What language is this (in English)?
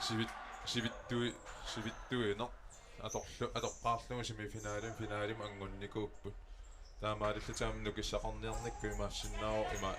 Kalaallisut